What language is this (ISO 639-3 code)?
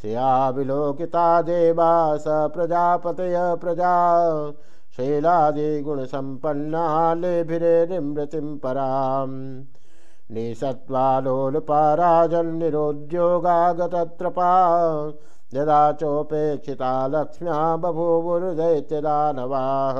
san